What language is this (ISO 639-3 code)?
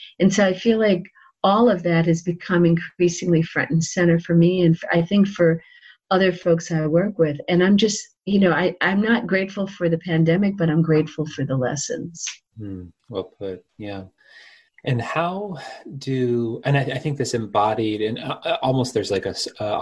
eng